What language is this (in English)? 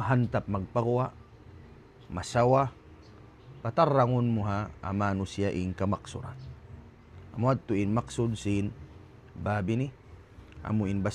Tausug